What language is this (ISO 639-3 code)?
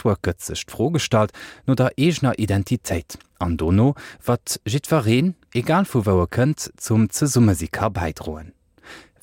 ltz